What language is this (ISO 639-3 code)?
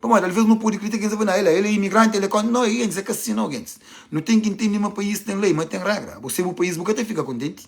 kea